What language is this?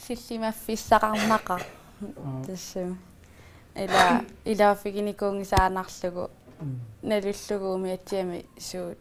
Kalaallisut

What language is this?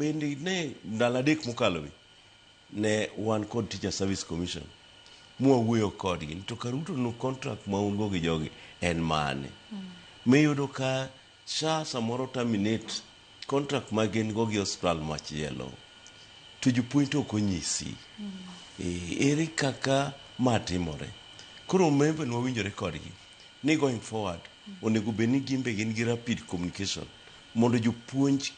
Luo (Kenya and Tanzania)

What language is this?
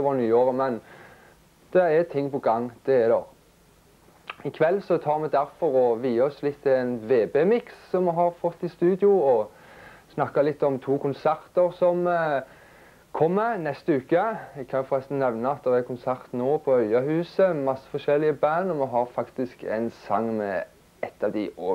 Norwegian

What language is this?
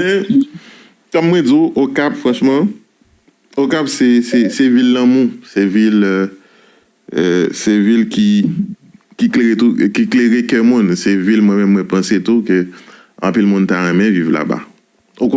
Haitian Creole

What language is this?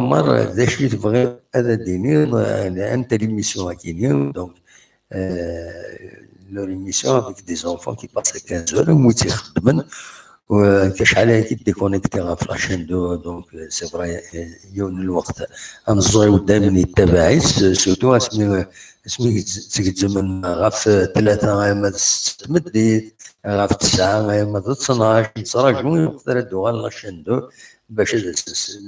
Kabyle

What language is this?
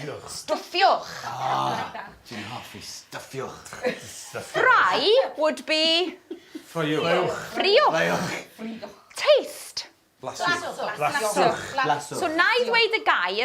Welsh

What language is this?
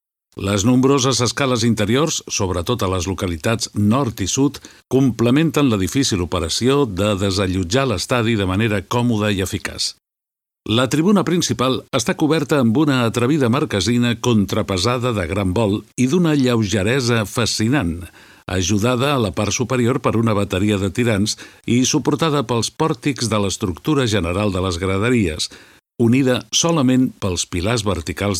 Catalan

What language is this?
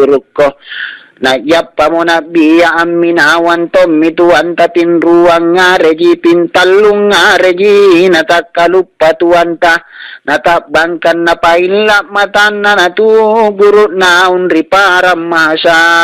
Makasar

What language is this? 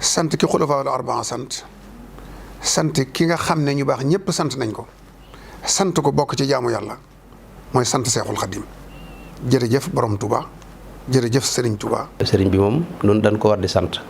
Wolof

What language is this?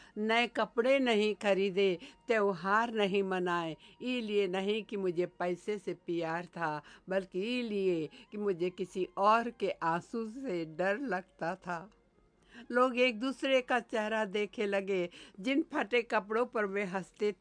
Hindi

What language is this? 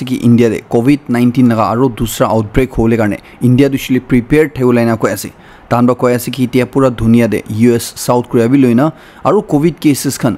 Naga Pidgin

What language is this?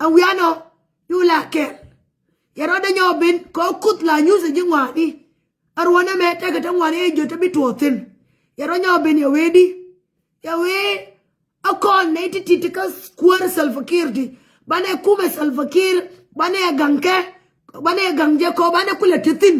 Nuer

